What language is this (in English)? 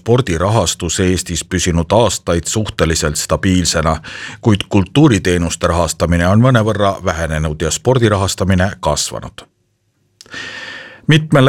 Estonian